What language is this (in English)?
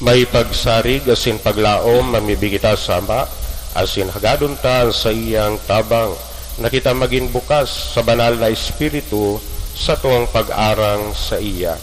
Bikol